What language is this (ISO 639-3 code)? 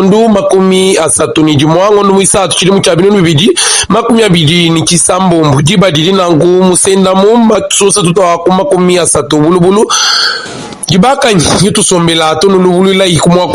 lua